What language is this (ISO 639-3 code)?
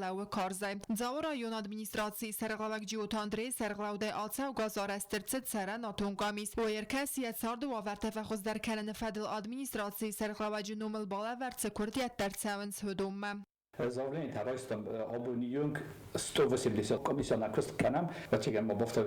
oss